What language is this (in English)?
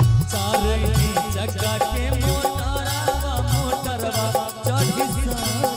Bhojpuri